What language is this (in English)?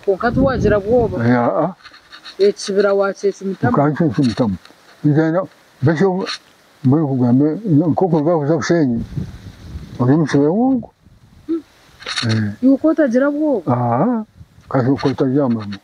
Nyankole